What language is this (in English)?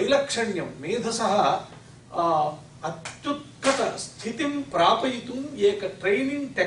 Sanskrit